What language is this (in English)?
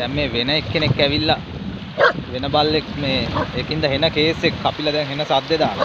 Sinhala